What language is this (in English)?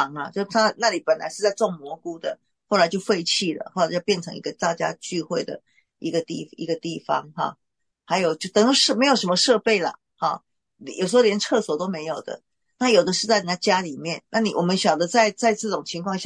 Chinese